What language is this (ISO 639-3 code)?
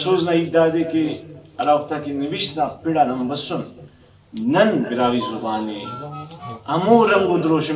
brh